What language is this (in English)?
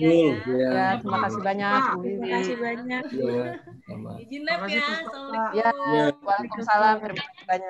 Indonesian